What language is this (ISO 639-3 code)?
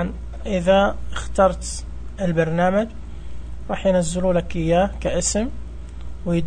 ars